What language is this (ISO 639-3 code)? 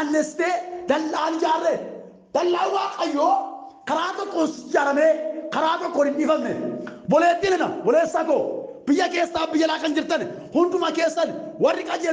orm